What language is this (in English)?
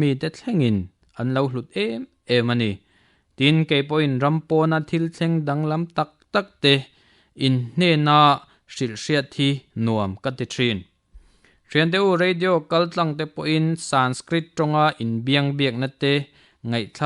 Mizo